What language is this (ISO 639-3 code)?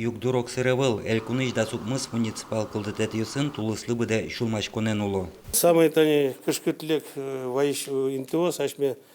udm